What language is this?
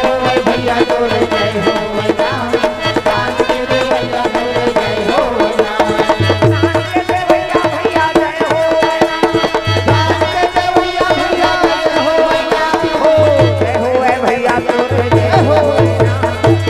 Chhattisgarhi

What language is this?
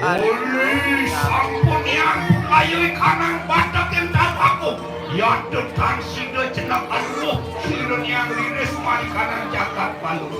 Balinese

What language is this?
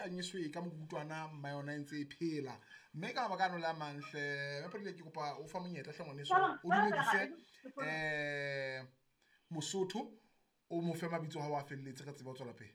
Southern Sotho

